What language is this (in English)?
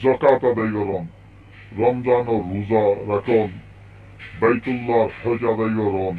Rohingya